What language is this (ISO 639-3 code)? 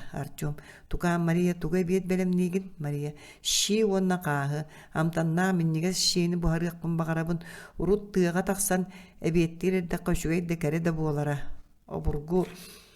sah